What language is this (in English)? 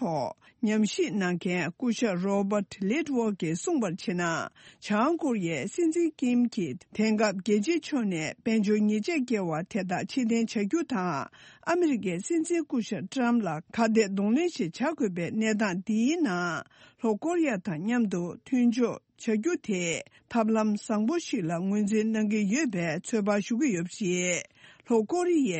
Tibetan